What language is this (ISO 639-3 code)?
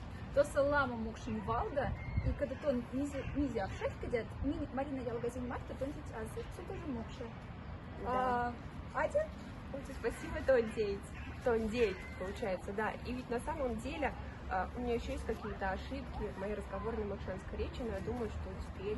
mdf